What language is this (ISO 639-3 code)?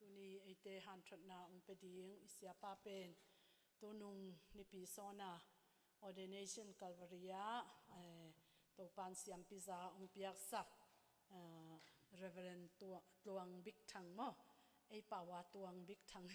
ctd